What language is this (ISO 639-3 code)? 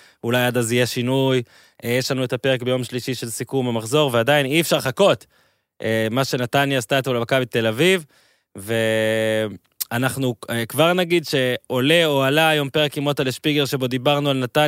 heb